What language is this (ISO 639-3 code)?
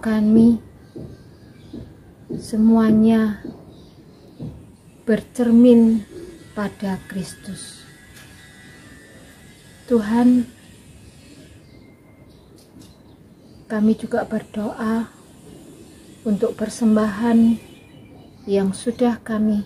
ind